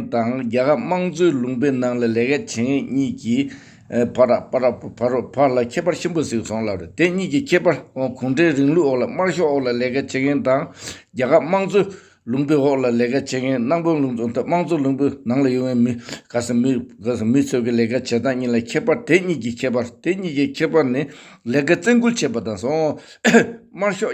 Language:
Tibetan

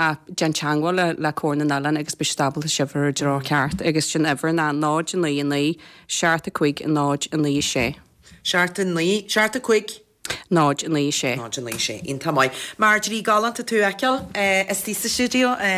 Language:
Irish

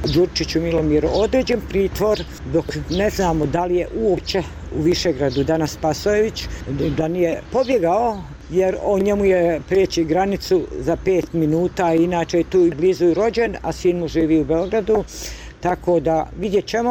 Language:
Bosnian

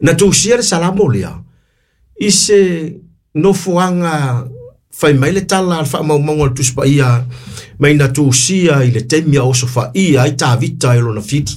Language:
Samoan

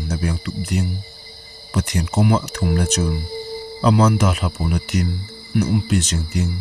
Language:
Thado Chin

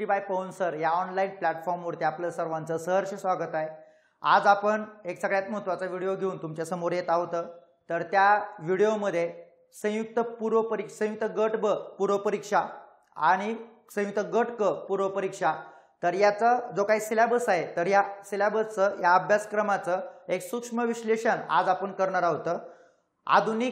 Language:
Marathi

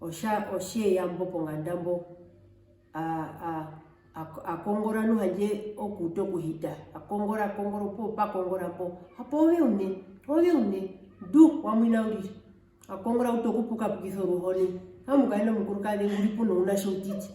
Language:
Herero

